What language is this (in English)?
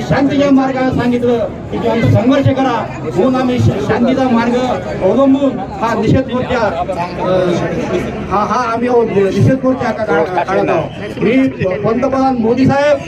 Marathi